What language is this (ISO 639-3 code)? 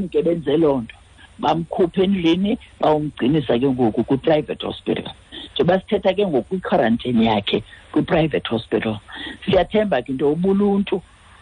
xho